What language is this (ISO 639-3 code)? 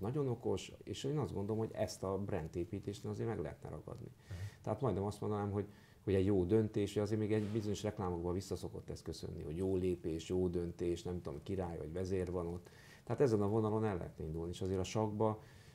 hun